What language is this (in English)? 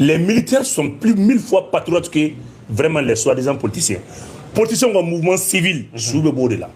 Bambara